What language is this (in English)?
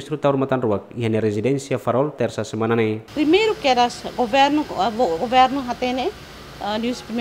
Tetum